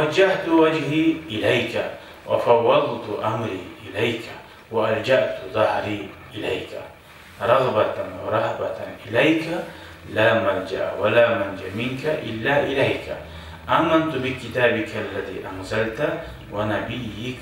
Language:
Kumyk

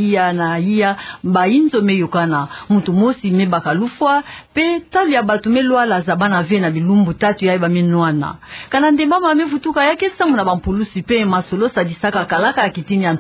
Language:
Kituba (Democratic Republic of Congo)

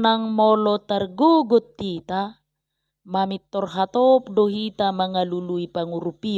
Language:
Batak Toba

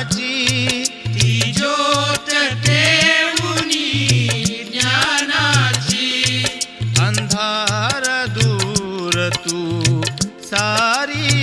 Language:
Marathi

